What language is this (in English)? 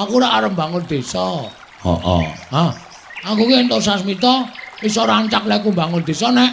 Javanese